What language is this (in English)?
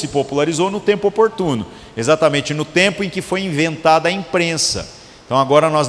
Portuguese